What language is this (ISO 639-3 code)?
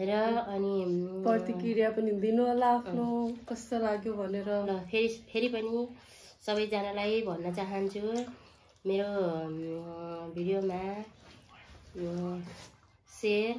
nep